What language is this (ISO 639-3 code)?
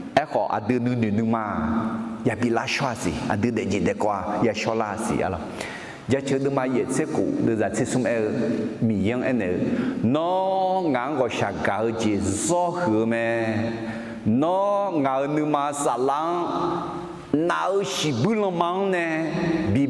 ahk